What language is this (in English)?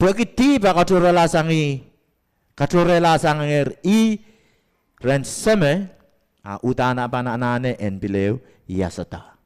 Pohnpeian